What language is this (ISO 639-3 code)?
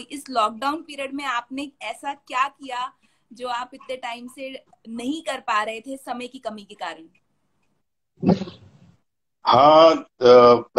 hin